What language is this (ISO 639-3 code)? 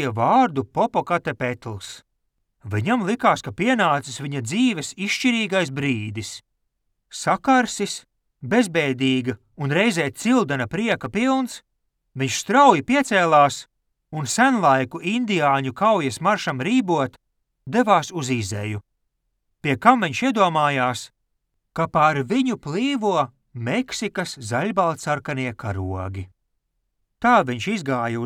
lav